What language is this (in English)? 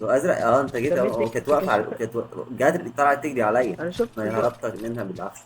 Egyptian Arabic